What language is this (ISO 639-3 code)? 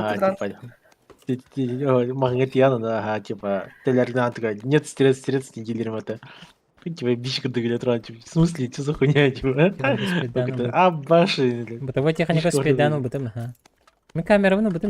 sah